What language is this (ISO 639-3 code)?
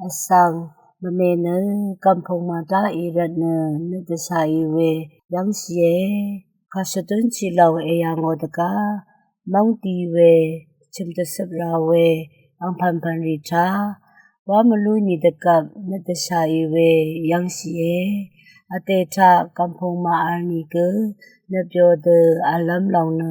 raw